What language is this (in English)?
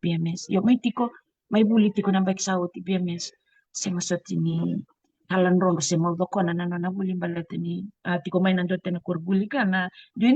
Fijian